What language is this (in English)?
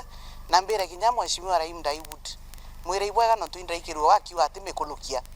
Meru